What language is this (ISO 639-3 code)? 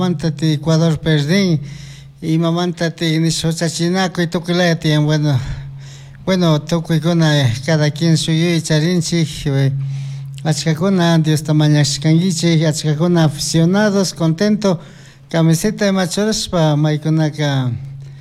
qug